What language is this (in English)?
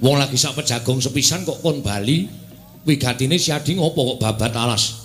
Javanese